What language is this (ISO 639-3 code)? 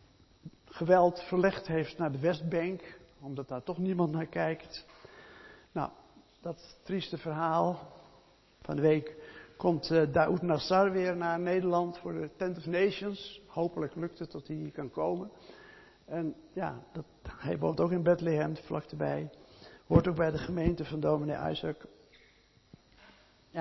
nld